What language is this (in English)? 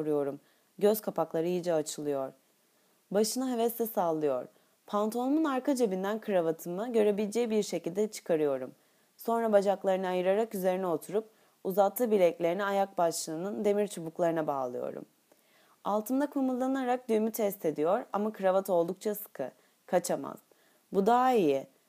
Turkish